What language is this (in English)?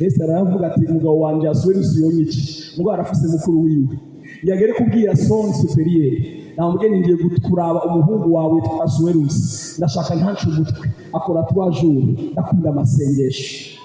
Rundi